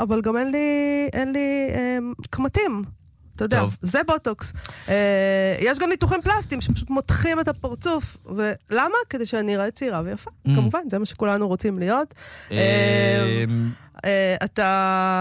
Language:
Hebrew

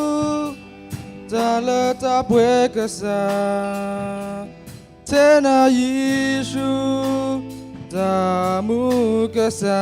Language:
S'gaw Karen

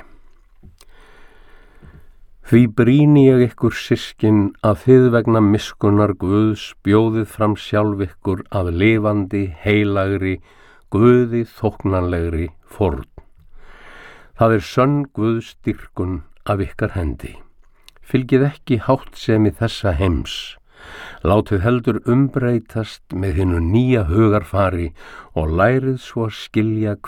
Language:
Icelandic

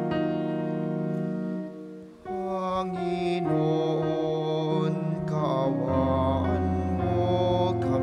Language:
Filipino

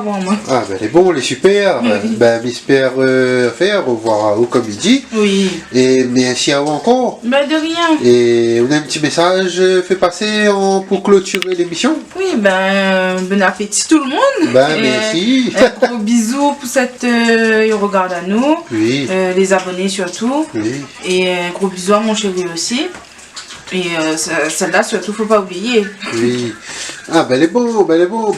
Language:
Réunion Creole French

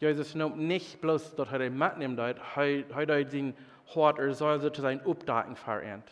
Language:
Plautdietsch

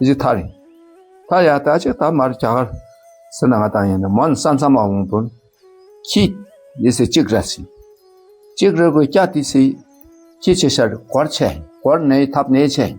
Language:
Dakpakha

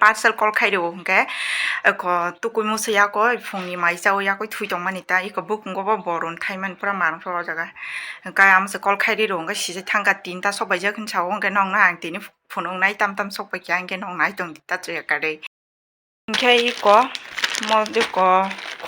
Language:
Kok Borok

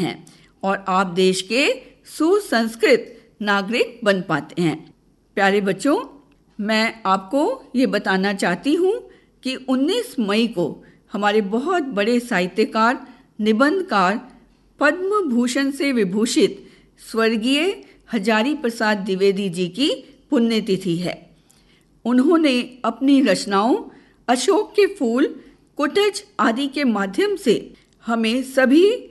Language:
Hindi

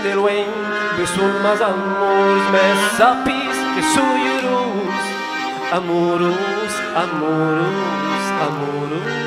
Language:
Occitan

